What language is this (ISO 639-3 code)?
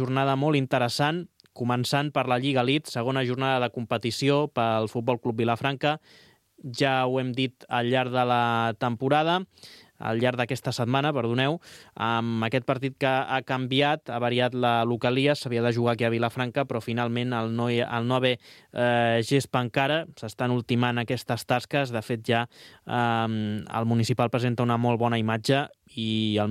cat